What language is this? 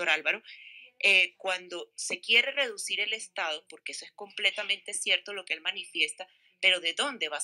Spanish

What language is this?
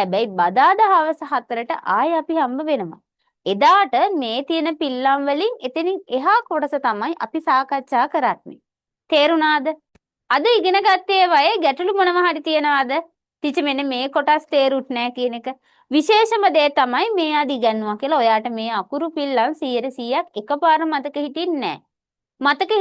Sinhala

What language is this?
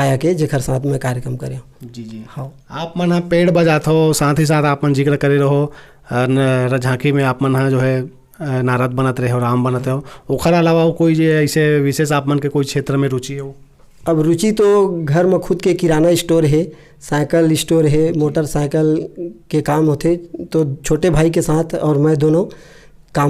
Chhattisgarhi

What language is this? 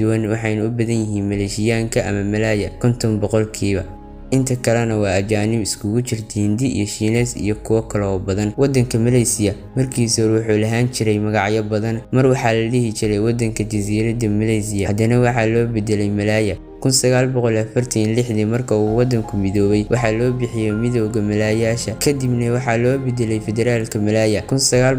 Somali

